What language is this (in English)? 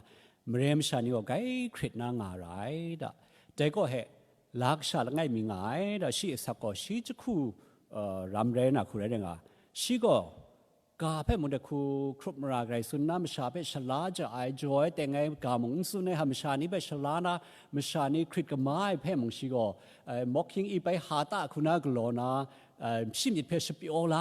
Kachin